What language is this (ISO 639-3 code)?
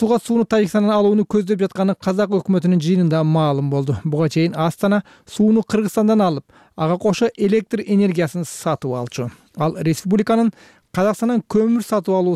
kir